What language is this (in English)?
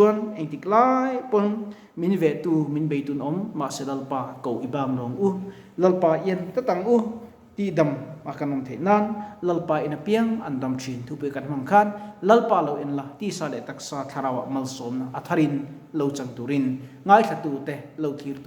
Mizo